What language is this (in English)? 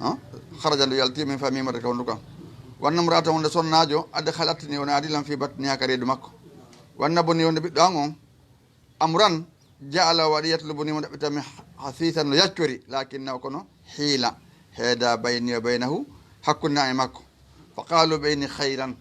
Fula